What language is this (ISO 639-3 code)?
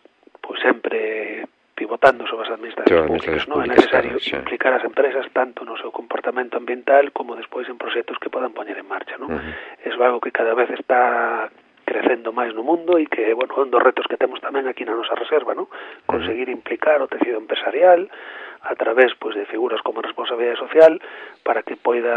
glg